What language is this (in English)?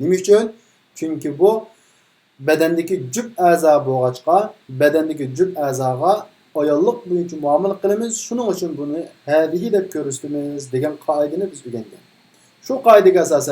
Uyghur